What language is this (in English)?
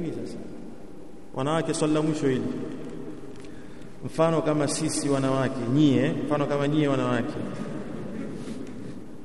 Swahili